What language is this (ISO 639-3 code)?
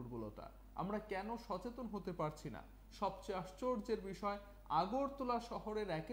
ben